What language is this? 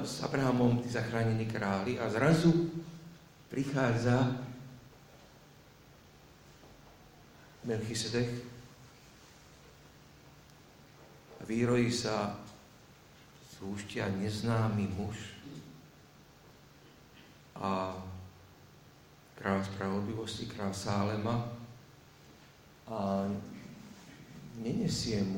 Slovak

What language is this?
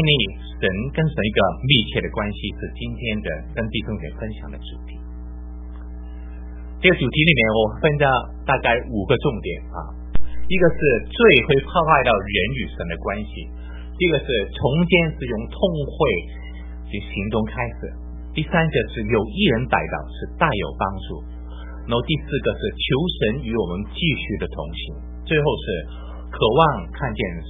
Chinese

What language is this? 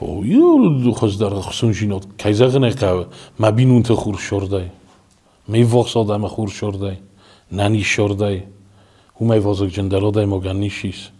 Ossetic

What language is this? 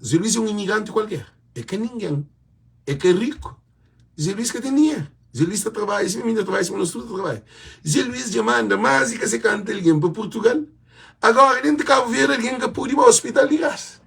Kabuverdianu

